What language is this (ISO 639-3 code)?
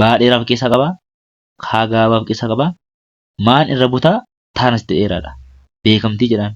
orm